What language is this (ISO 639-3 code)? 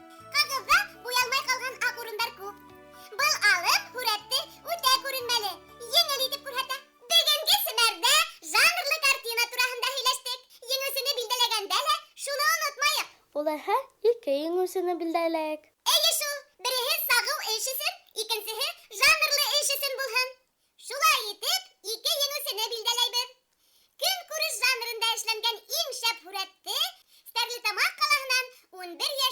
bak